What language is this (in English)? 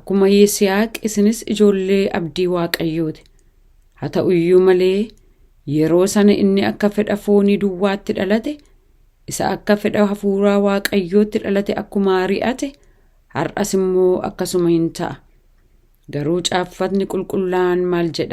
Oromo